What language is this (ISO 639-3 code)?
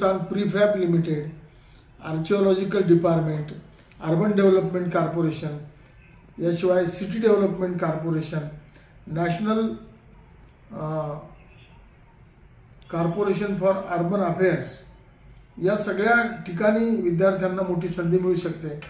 mar